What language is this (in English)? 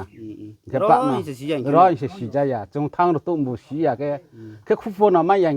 Riang (India)